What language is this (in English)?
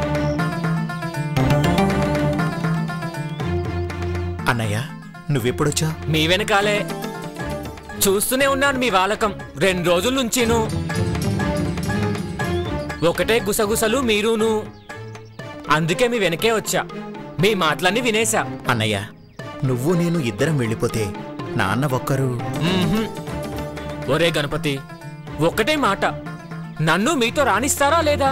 Telugu